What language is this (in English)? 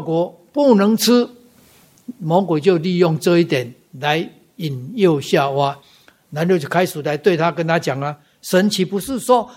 Chinese